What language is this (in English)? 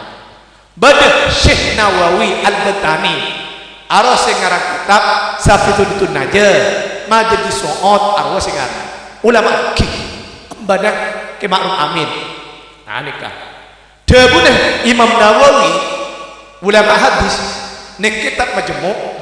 Madurese